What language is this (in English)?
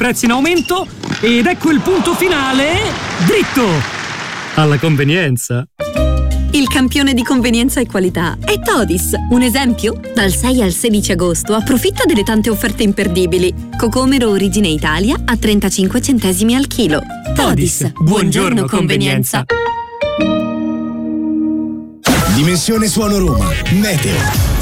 Italian